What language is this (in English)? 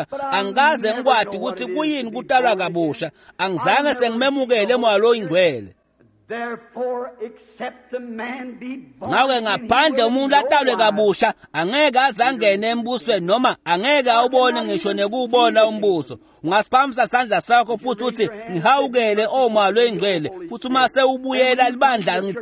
Swati